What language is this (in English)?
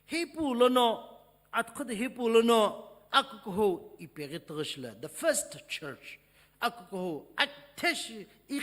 Sumi Naga